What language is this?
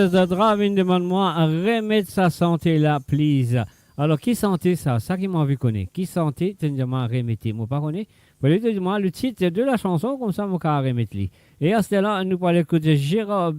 Morisyen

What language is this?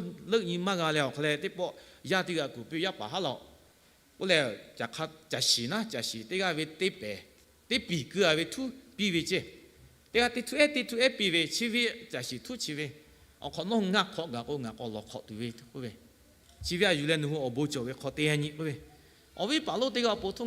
Lahu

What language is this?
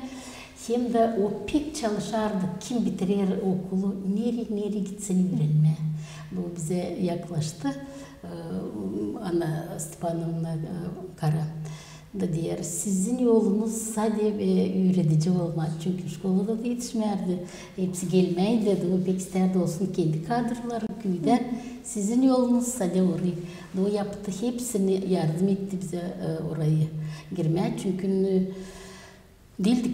Gagauz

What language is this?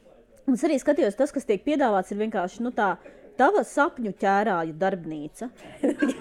Latvian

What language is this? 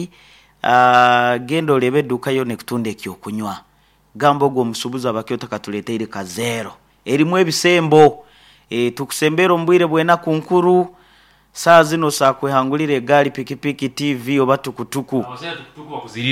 Nyoro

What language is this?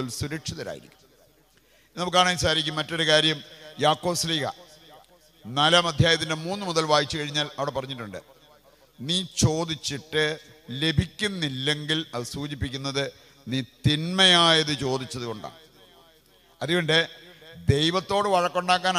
Malayalam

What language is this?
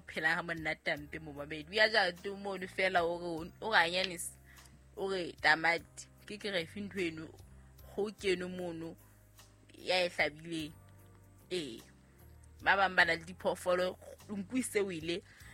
Southern Sotho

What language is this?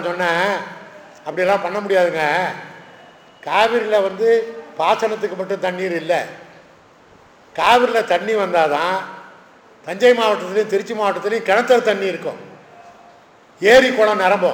Tamil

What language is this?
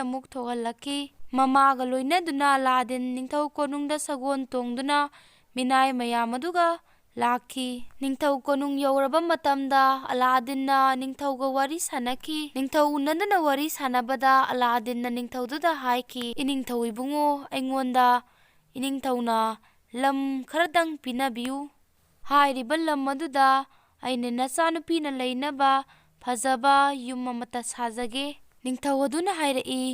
Manipuri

